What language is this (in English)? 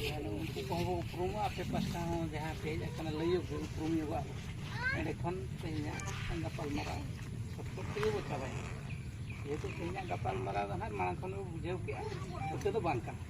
Santali